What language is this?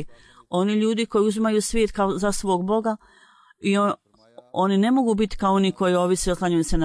Bosnian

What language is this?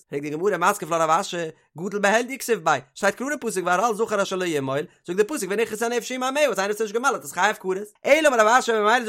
Yiddish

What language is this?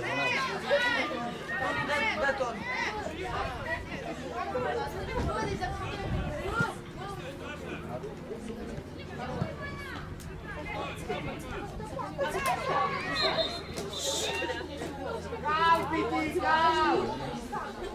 Romanian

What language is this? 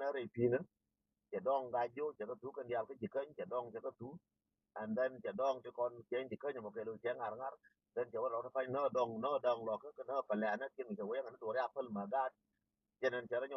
Nuer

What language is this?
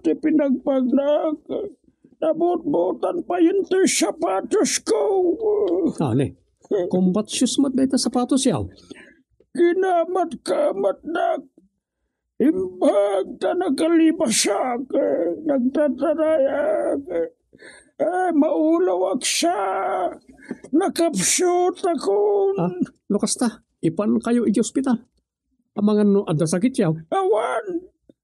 Iloko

